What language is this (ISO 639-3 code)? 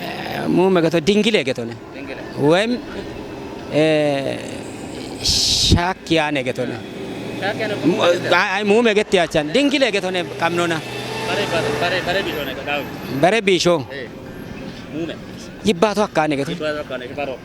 kbr